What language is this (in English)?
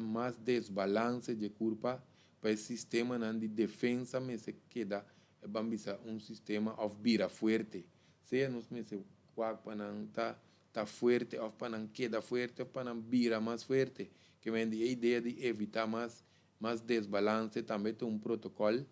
Papiamento